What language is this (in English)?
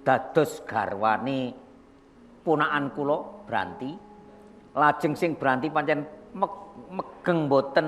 Javanese